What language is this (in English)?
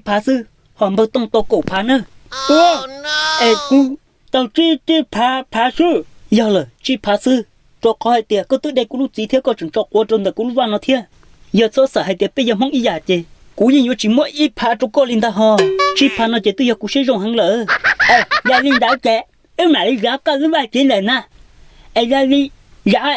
Hmong